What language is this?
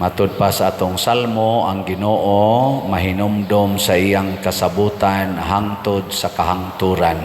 Cebuano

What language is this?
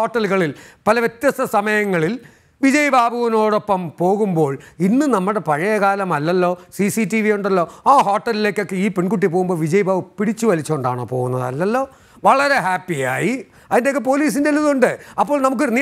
Malayalam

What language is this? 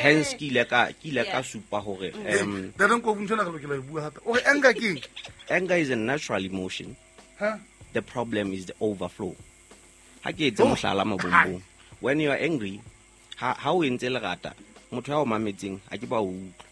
Southern Sotho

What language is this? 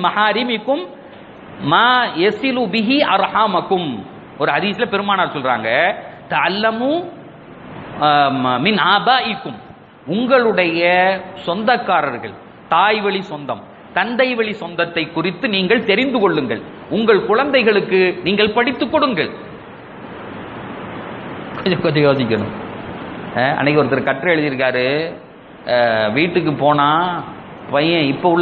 Tamil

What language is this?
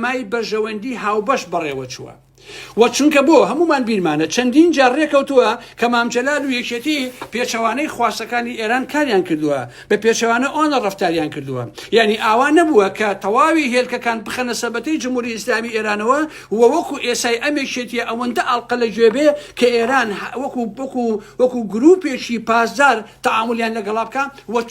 Central Kurdish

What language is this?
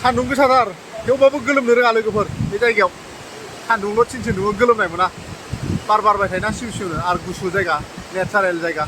Bodo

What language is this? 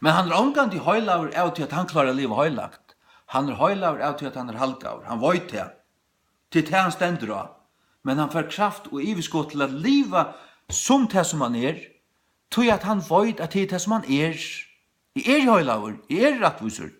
Faroese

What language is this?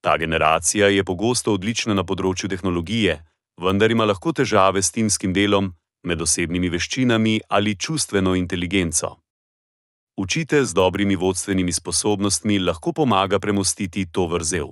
Slovenian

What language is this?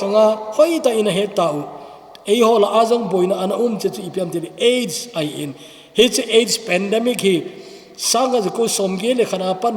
Thado Chin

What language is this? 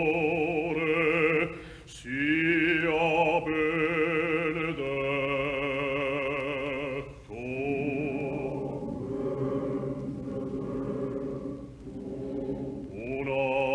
Italian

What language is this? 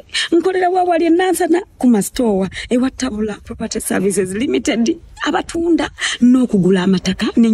Ganda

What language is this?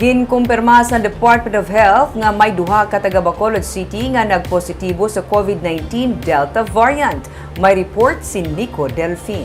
Hiligaynon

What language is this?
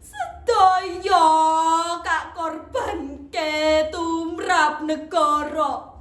Javanese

